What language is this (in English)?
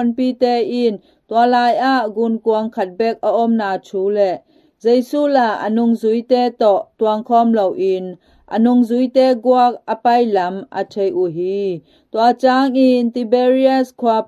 Tedim Chin